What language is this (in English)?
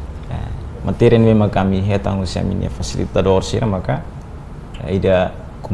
Tetum